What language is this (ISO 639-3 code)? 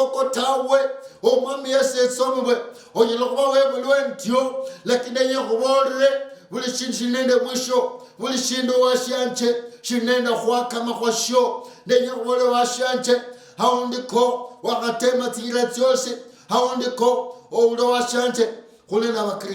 luy